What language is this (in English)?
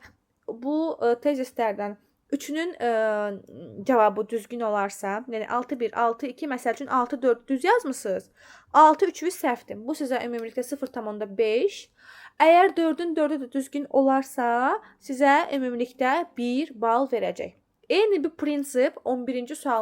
Azerbaijani